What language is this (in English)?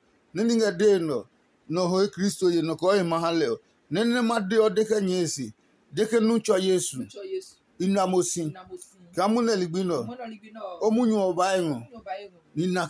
Adangme